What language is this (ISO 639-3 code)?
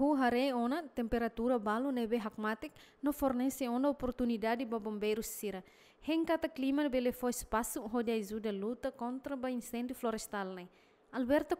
tet